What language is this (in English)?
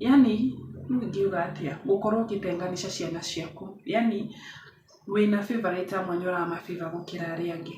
Kikuyu